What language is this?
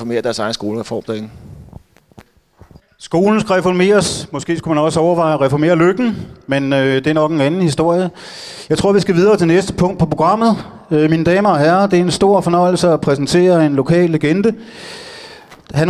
Danish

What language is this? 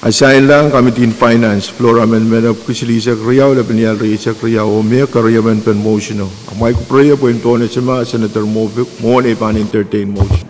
Pohnpeian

